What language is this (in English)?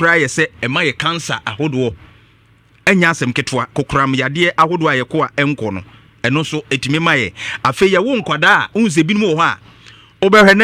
Akan